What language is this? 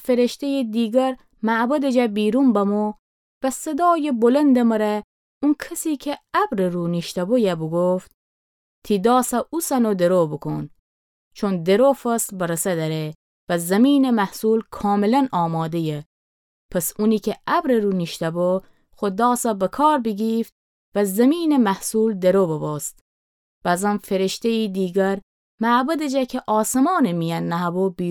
Gilaki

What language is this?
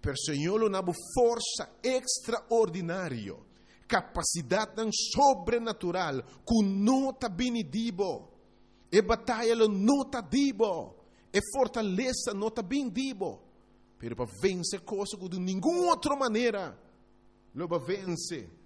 Papiamento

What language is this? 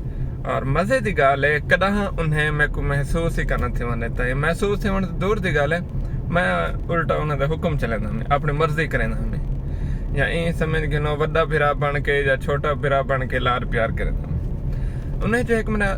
Saraiki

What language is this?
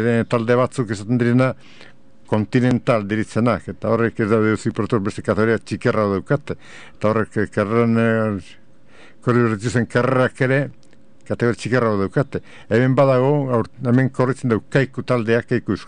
Basque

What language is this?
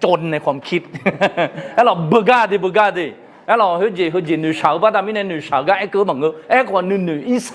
Akha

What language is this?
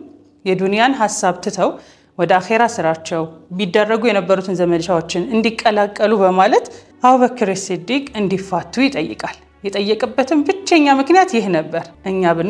Amharic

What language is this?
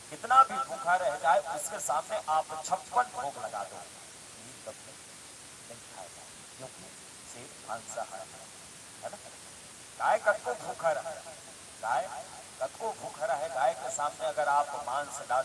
Chhattisgarhi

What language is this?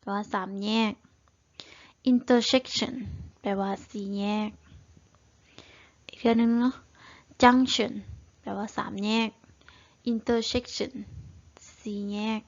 Lao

